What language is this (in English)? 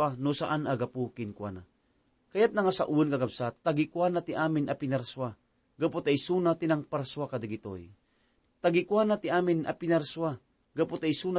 Iloko